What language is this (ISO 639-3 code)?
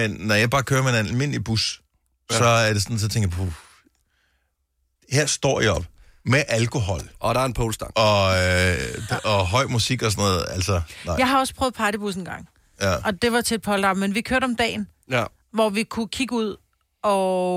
dan